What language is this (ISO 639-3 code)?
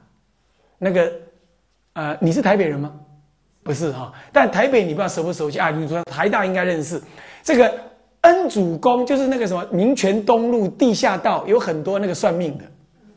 zho